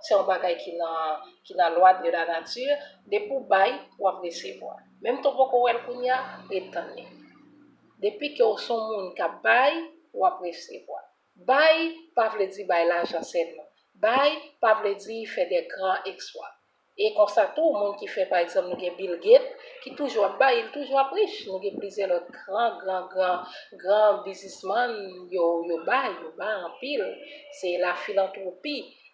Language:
Haitian Creole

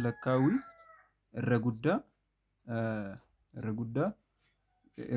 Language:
Oromo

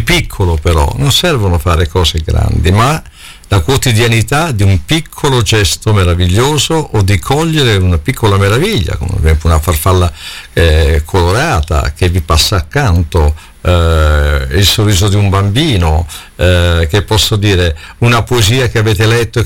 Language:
Italian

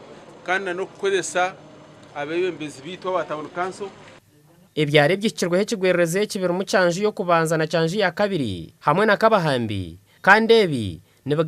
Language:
Nyankole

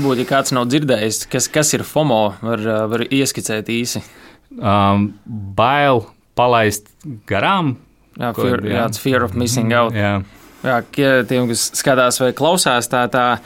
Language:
Latvian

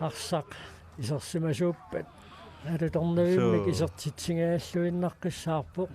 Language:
Kalaallisut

